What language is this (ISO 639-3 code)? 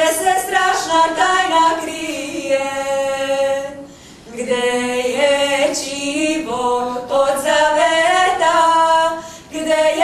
srp